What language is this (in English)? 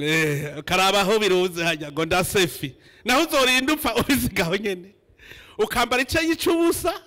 Rundi